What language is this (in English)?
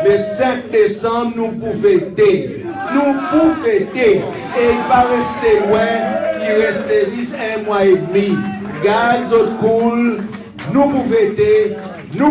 Seselwa Creole French